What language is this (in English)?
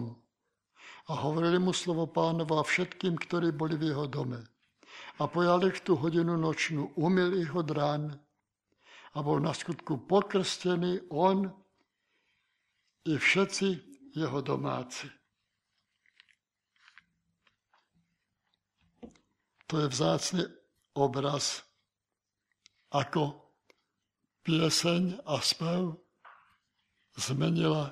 Slovak